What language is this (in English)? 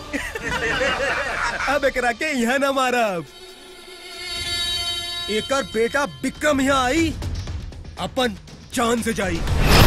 Bhojpuri